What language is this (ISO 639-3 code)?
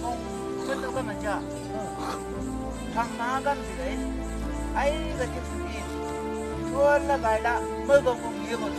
nbc